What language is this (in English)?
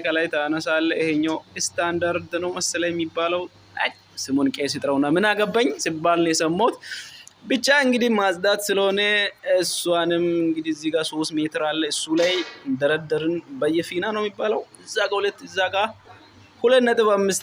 Amharic